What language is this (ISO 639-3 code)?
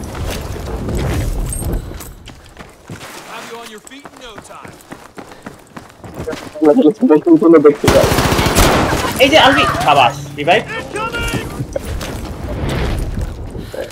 ben